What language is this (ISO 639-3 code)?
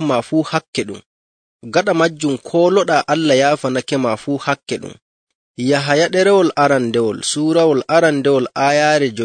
fuv